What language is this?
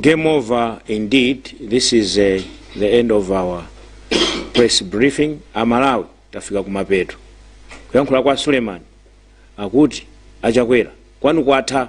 Nyanja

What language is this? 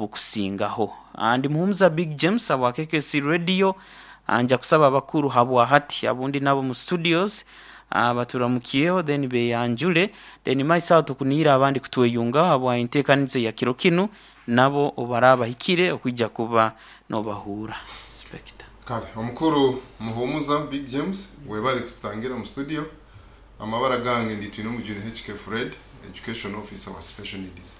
Nyoro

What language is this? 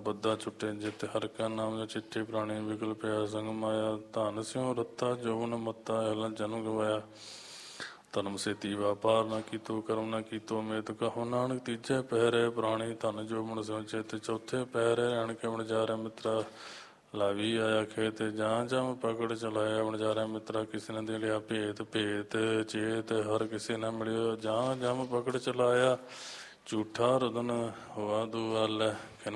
Punjabi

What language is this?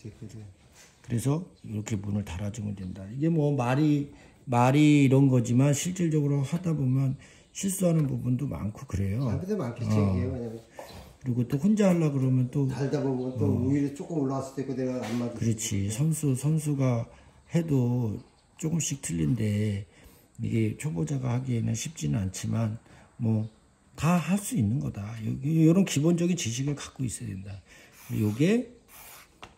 Korean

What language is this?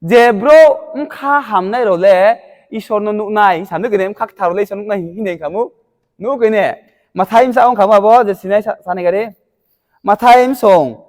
Riang (India)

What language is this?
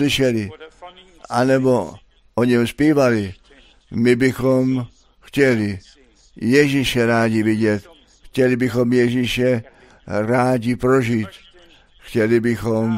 Czech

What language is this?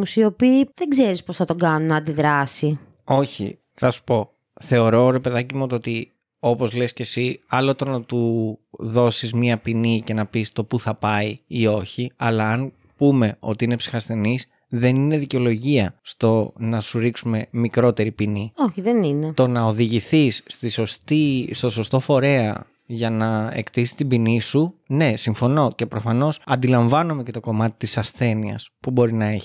Greek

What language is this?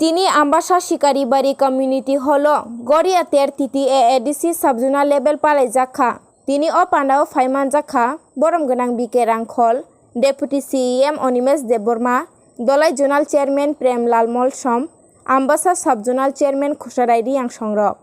Kok Borok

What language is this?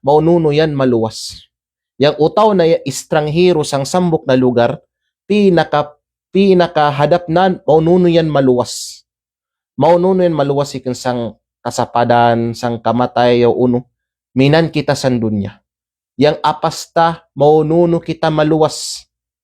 Kalagan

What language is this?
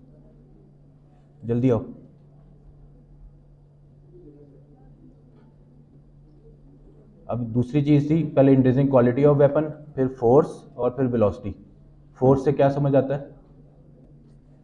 Hindi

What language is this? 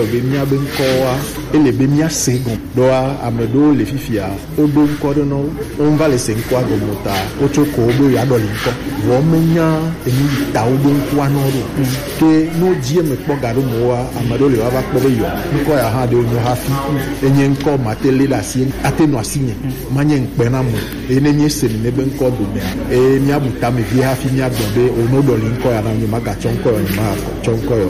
Gen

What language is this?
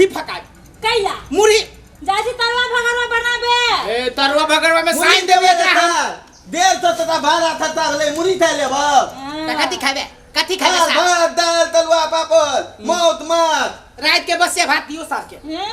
Maithili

